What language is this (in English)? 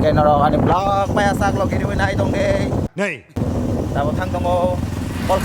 Kok Borok